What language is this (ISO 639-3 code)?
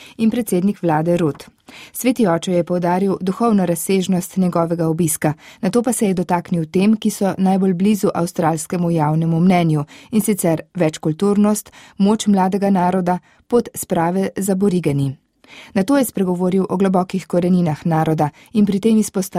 slv